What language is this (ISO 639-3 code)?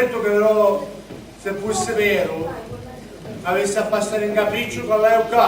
scn